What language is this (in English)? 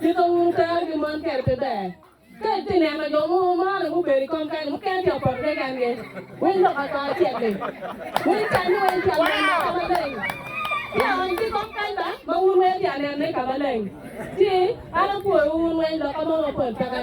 Acoli